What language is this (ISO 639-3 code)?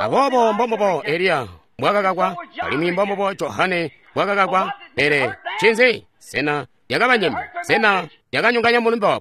toi